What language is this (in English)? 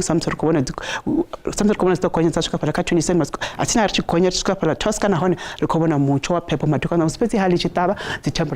Venda